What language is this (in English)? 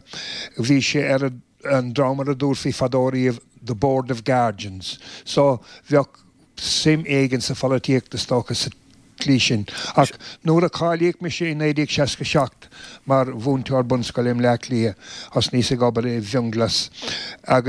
Irish